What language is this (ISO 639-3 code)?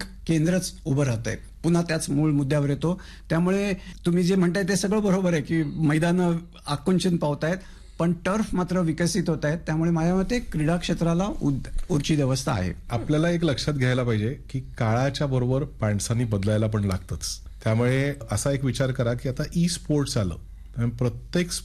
mar